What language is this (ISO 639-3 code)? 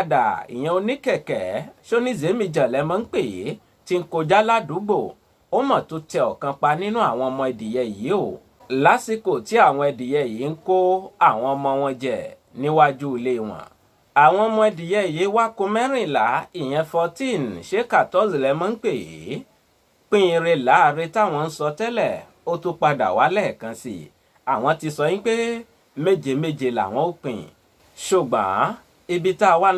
yor